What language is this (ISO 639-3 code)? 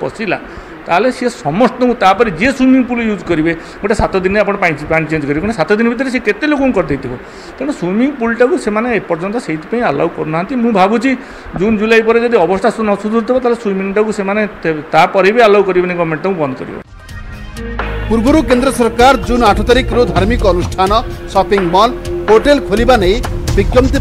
ori